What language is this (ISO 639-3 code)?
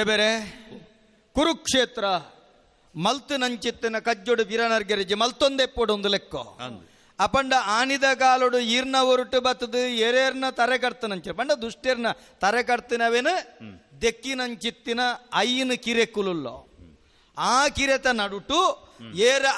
tcy